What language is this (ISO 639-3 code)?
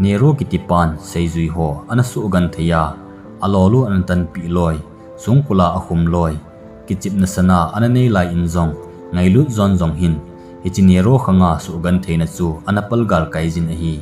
tcz